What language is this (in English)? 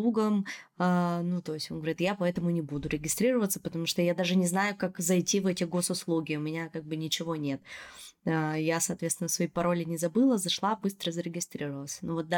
Russian